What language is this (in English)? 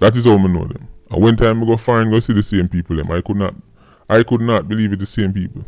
Jamaican Creole English